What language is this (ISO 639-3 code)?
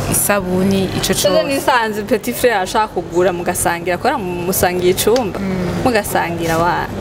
run